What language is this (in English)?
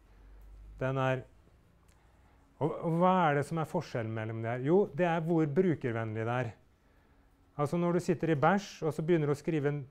Norwegian